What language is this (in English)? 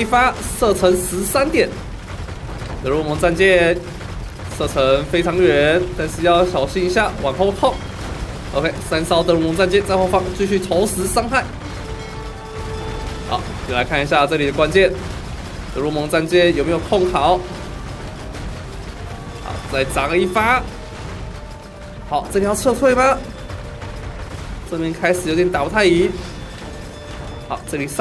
Chinese